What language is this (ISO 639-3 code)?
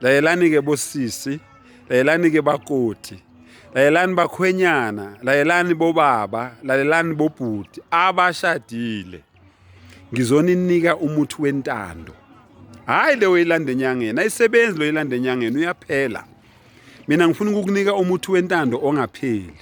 zul